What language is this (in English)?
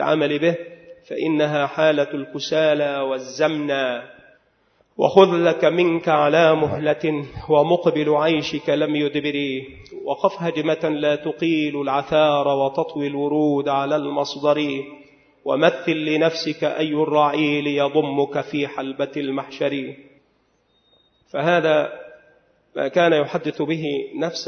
Arabic